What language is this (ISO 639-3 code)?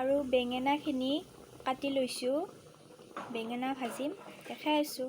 asm